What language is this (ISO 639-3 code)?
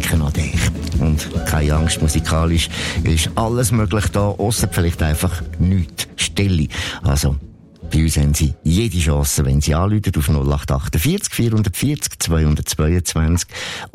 deu